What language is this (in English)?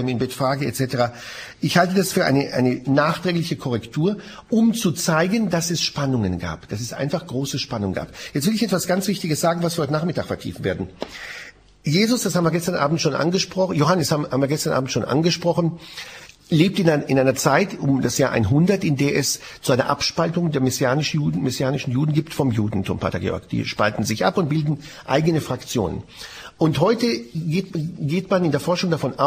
German